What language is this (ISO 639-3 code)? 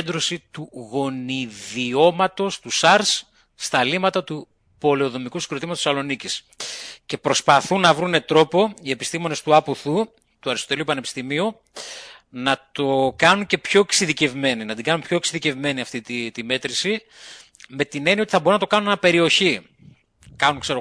ell